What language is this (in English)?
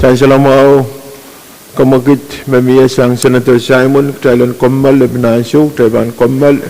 Pohnpeian